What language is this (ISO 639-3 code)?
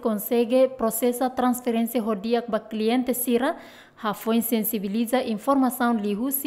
tet